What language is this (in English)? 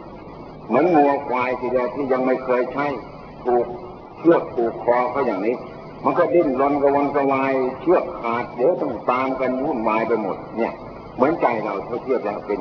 Thai